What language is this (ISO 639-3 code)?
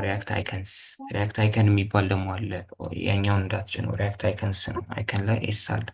amh